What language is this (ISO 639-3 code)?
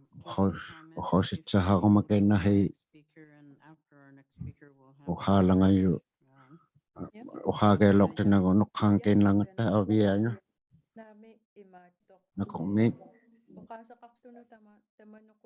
iku